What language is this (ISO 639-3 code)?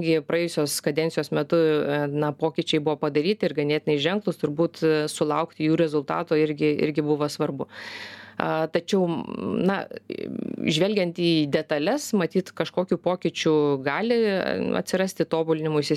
lit